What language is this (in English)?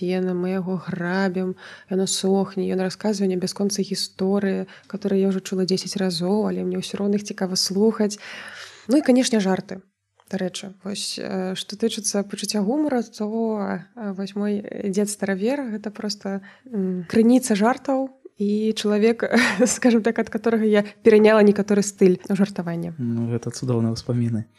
Belarusian